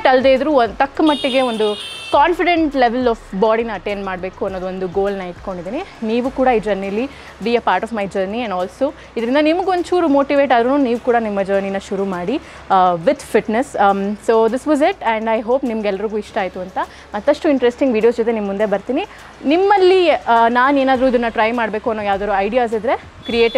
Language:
Kannada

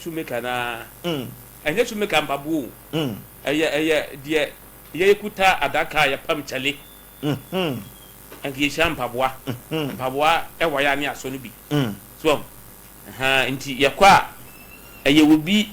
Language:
Akan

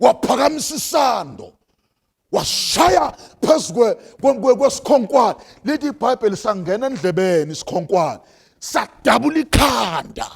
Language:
Zulu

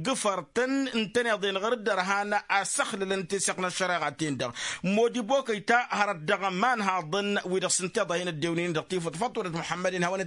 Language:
Tamasheq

